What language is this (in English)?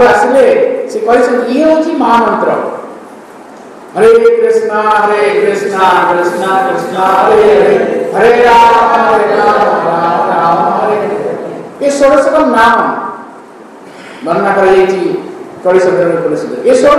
Odia